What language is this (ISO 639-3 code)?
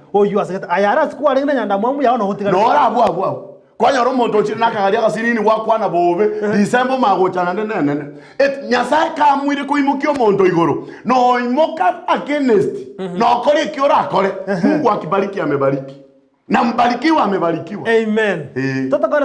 guz